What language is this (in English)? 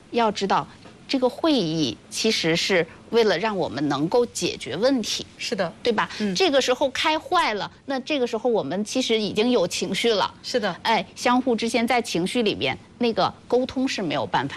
Chinese